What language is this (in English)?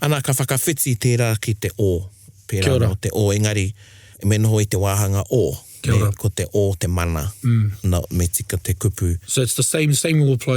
Māori